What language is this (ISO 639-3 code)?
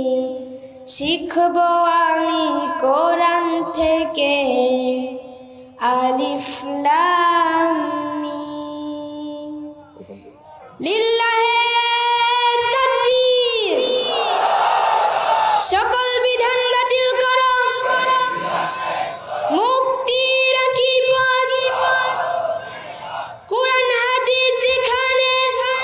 ben